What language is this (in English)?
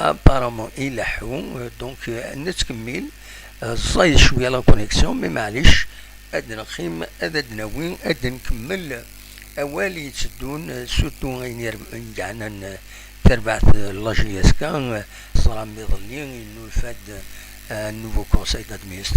Kabyle